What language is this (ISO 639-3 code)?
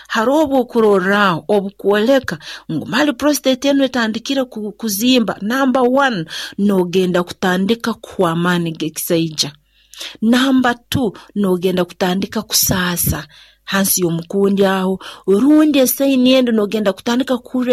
nyo